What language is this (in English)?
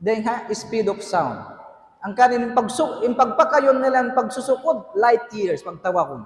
Tausug